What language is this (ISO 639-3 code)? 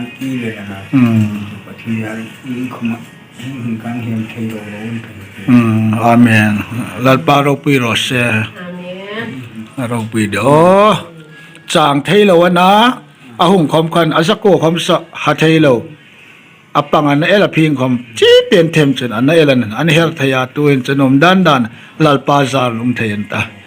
hmr